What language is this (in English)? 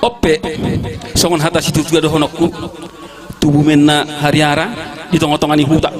Batak Toba